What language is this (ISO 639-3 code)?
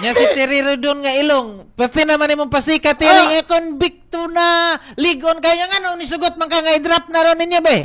ceb